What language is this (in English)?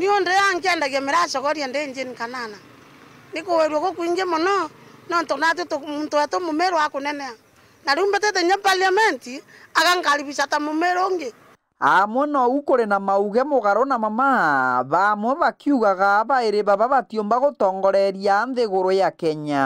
Meru